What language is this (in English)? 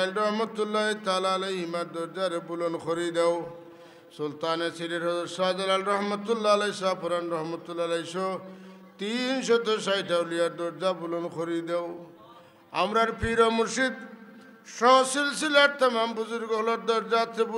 Sylheti